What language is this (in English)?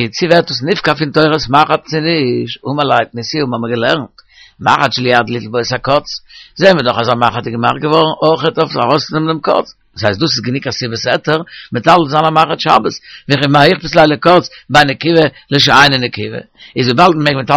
Yiddish